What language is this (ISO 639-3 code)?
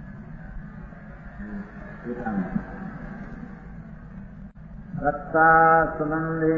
guj